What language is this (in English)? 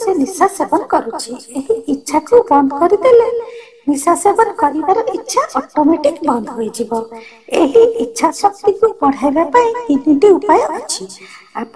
Odia